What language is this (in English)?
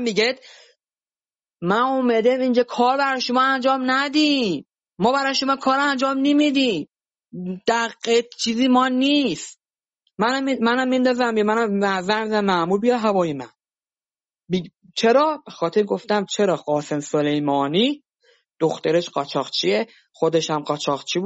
Persian